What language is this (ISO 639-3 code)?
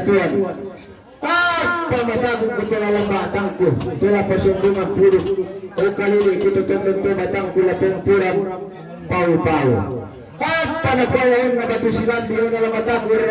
sda